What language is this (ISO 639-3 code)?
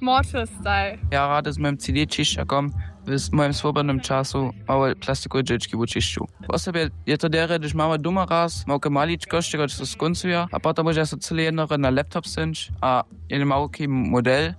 hsb